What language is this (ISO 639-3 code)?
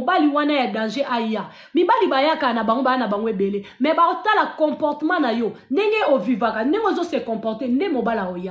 lin